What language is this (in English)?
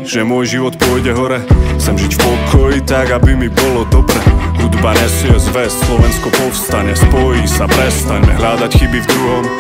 Slovak